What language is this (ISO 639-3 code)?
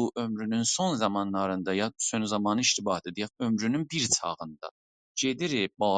azb